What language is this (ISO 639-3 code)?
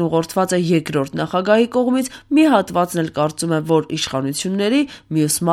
hye